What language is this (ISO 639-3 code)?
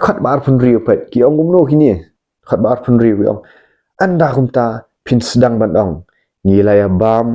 kha